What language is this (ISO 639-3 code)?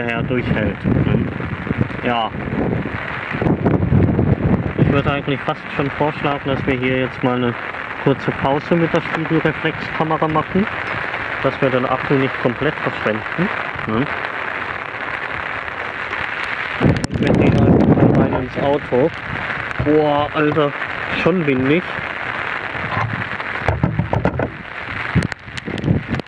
deu